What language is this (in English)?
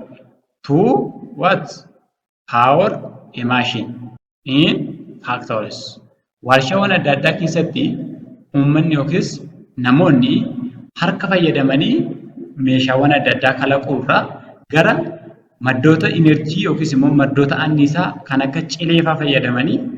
Oromo